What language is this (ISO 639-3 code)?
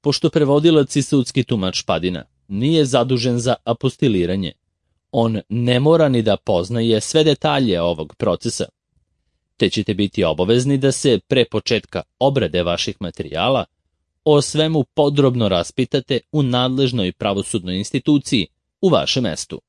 srp